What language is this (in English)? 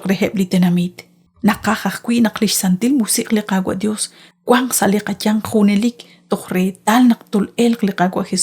Kekchí